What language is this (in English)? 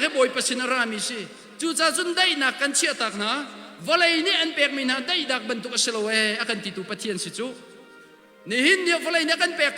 Hakha Chin